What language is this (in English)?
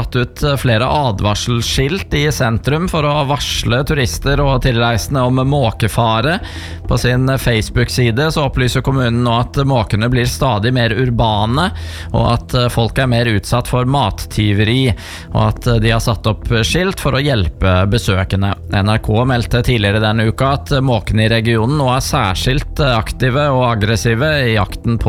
Norwegian